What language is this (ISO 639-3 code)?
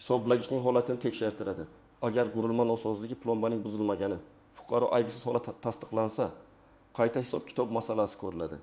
uzb